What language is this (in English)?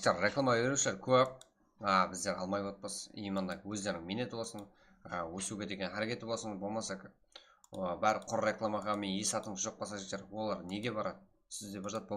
Kara-Kalpak